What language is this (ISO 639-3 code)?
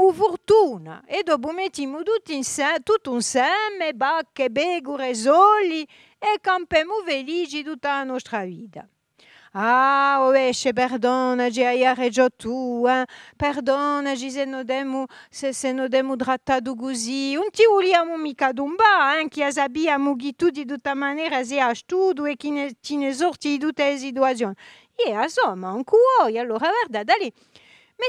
cos